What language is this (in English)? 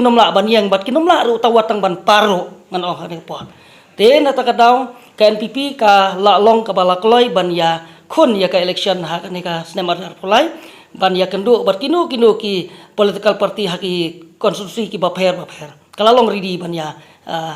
Khasi